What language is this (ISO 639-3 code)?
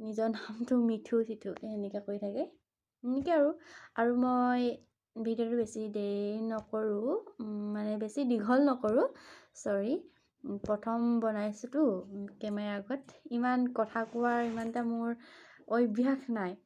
asm